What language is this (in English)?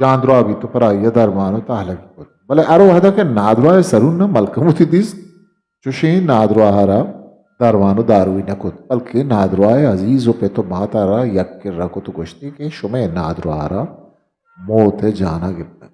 Eastern Balochi